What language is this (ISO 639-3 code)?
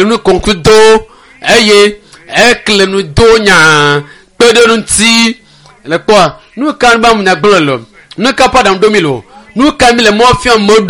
ewe